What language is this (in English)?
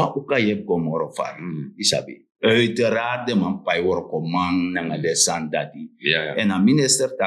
Sranan Tongo